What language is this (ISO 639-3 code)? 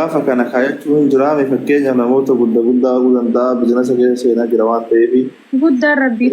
orm